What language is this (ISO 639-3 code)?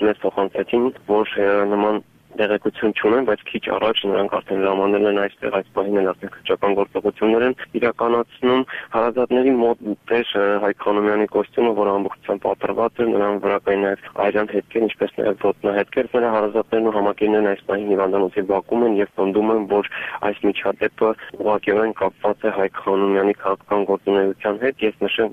hye